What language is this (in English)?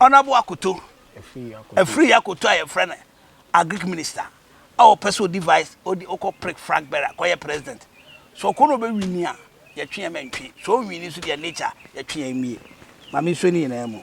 Akan